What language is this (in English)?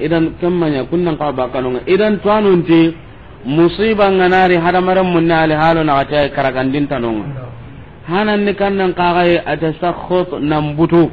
Soninke